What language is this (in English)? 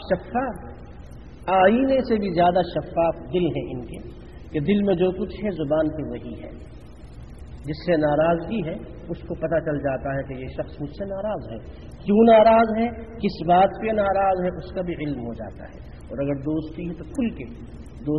Urdu